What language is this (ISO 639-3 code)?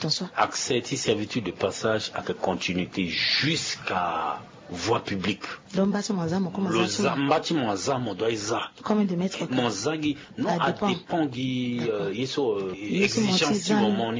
sag